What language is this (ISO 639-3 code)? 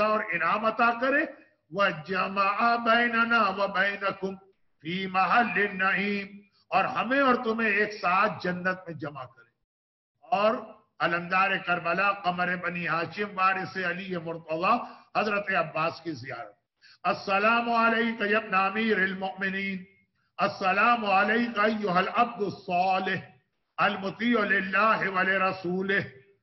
urd